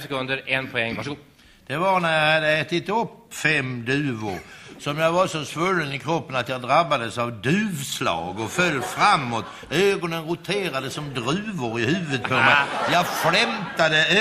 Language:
Swedish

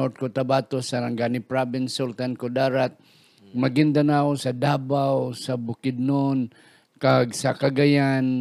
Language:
Hiligaynon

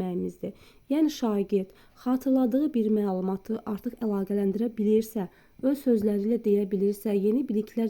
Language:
Azerbaijani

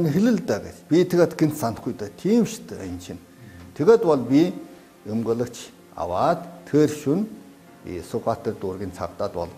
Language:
Mongolian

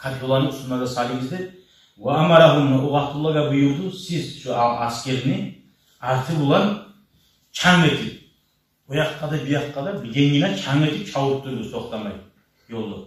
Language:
Kumyk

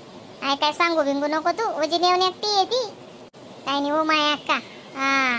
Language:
Khandesi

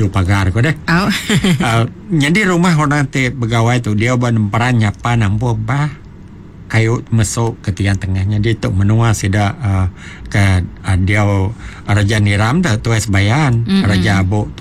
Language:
Iban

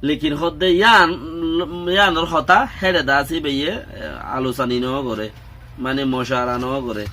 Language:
Rohingya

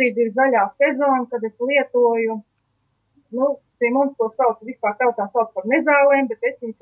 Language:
Latvian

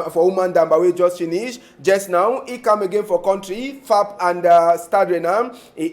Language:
Cameroon Pidgin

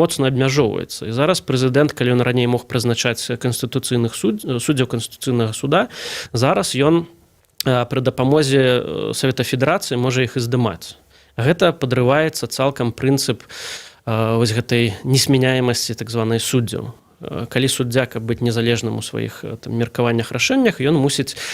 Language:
Belarusian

